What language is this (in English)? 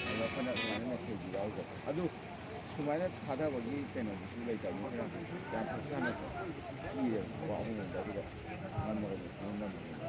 Manipuri